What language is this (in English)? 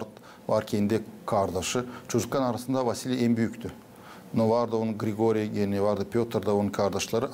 Gagauz